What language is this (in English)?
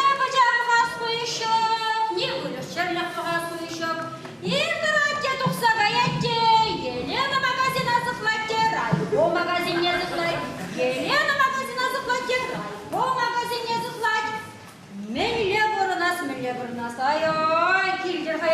Chuvash